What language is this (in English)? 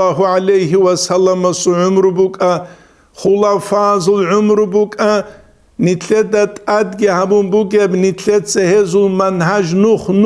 Avaric